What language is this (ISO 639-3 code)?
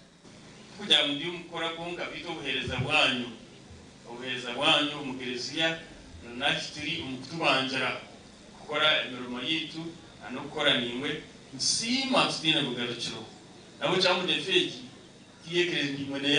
nyn